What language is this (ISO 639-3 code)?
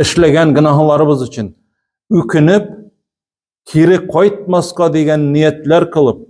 tat